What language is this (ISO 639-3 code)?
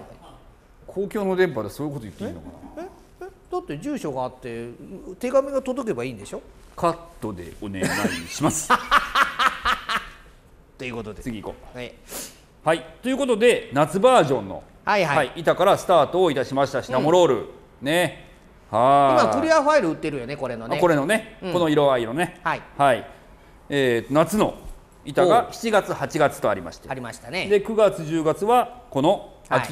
jpn